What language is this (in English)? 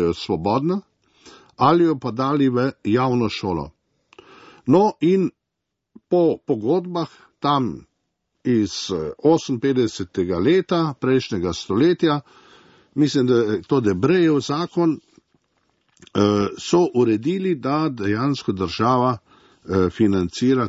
Slovenian